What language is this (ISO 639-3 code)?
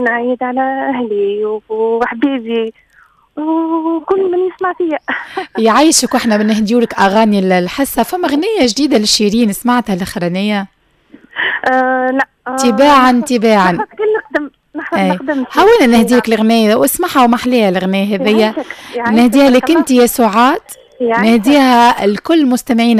aeb